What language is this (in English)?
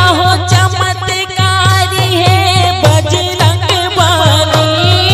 Chhattisgarhi